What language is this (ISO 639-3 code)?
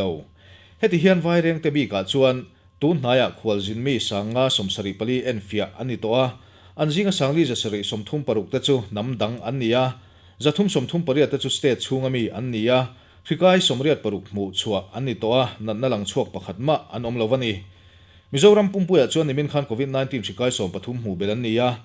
lus